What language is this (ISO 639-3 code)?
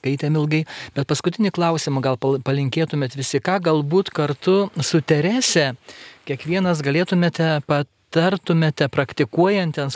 lit